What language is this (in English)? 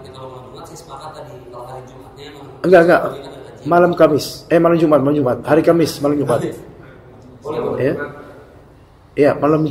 Indonesian